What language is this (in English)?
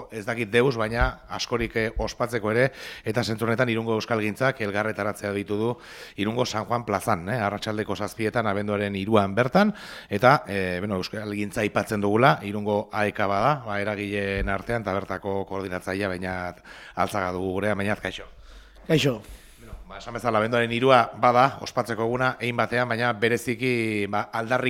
Basque